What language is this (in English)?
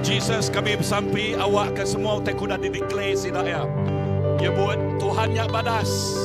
Iban